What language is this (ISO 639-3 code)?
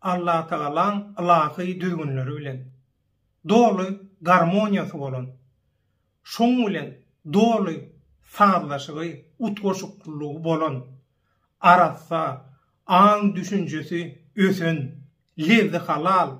tuk